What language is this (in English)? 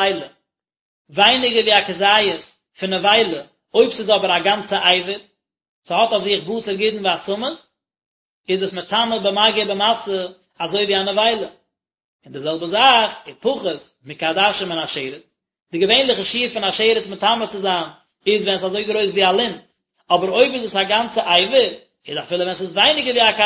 Yiddish